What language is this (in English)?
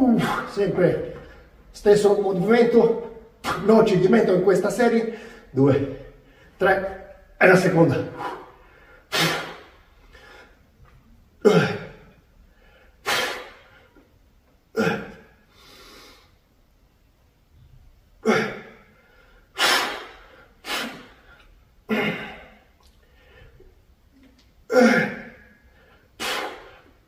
Italian